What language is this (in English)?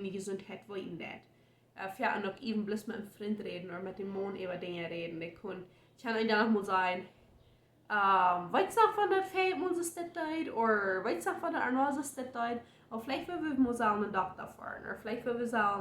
Plautdietsch